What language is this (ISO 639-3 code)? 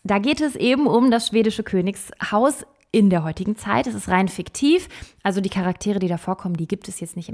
deu